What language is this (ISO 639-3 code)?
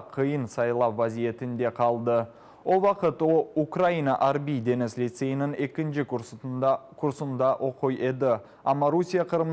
crh